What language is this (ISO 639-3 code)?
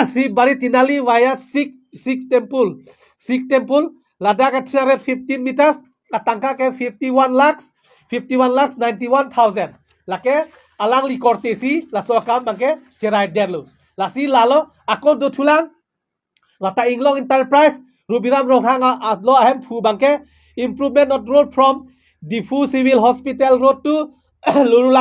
mjw